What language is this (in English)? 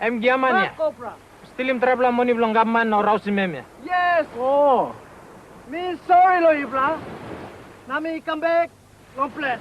Tok Pisin